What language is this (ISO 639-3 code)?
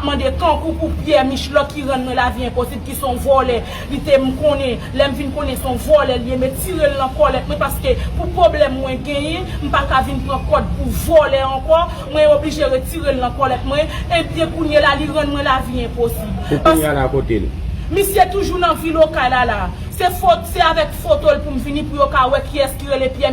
hat